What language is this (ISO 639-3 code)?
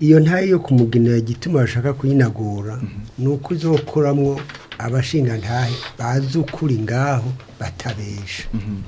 run